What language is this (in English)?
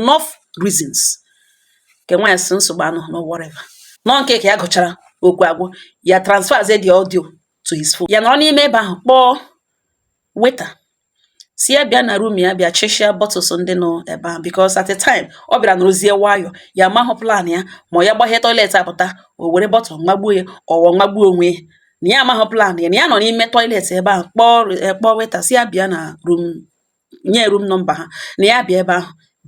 Igbo